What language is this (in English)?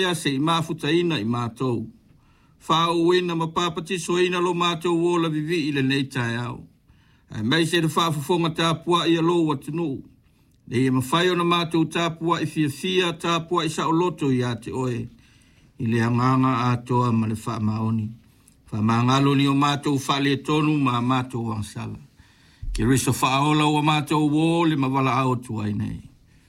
Samoan